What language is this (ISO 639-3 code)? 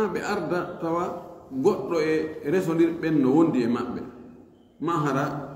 ful